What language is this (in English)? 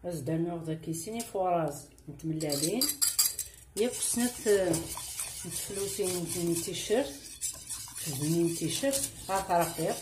Kabyle